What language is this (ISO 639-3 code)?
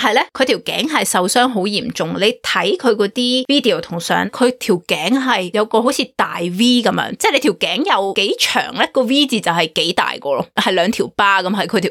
yue